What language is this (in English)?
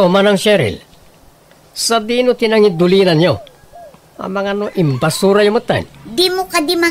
Iloko